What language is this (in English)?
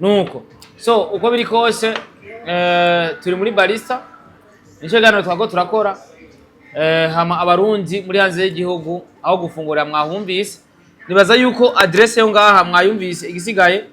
Rundi